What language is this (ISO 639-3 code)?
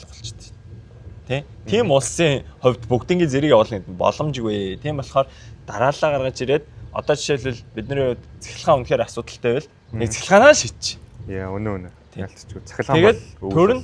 mon